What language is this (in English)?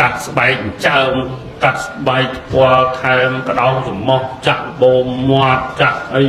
Khmer